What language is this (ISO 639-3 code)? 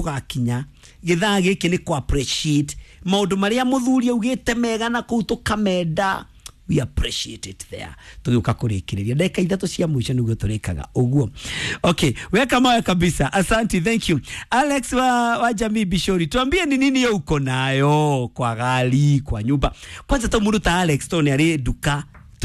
kik